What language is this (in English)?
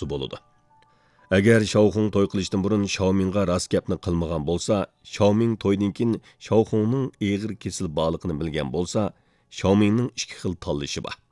Uyghur